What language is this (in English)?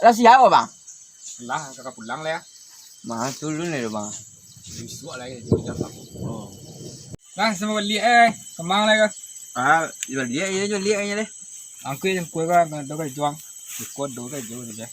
Minangkabau